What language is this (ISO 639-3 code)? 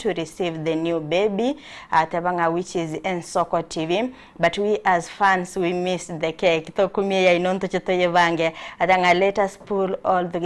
guz